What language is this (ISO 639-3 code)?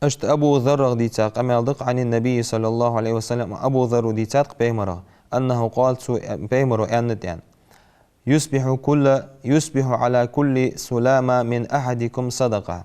inh